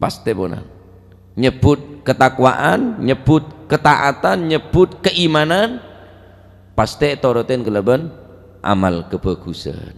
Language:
Madurese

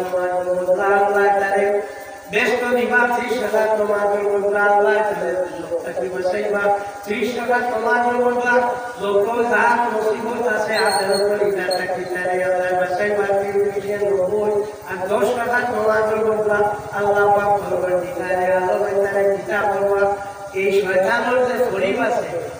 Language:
Sylheti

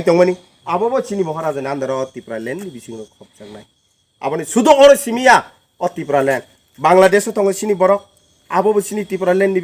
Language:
Kok Borok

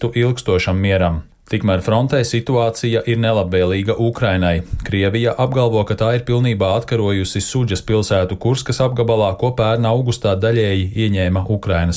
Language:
Latvian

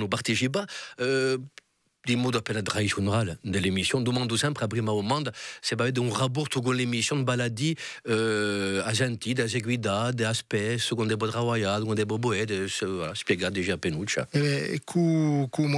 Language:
Italian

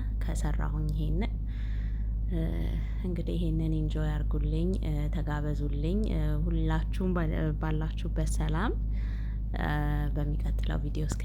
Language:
Amharic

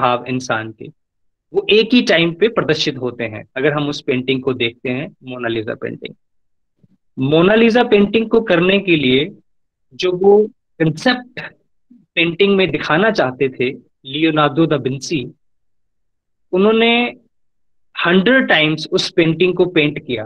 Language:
Hindi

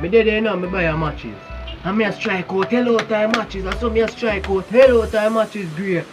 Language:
Jamaican Creole English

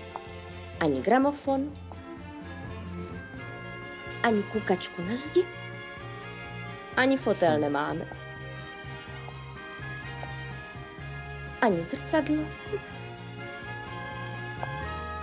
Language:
Czech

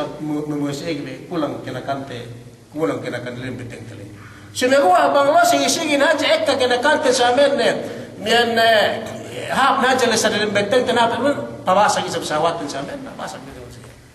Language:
Yakan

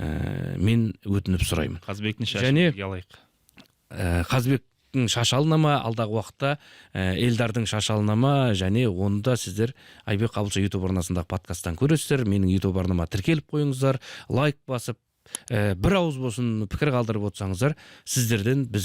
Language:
Kazakh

